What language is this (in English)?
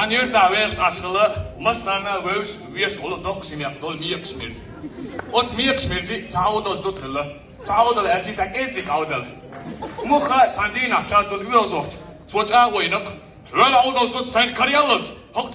Chechen